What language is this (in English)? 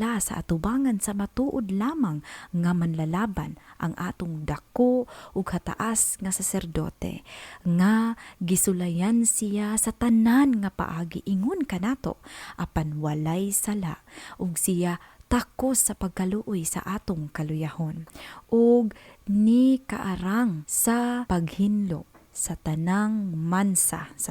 Cebuano